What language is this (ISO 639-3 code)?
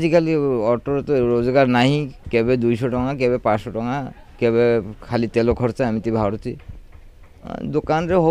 ori